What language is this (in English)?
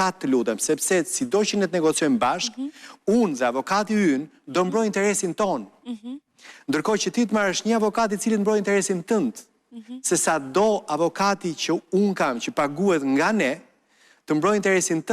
Albanian